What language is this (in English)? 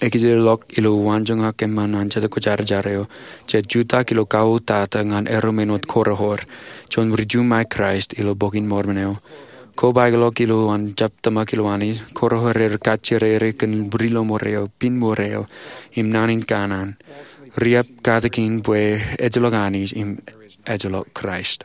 Marshallese